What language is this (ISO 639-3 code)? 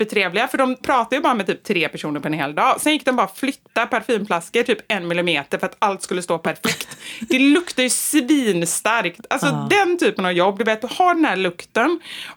swe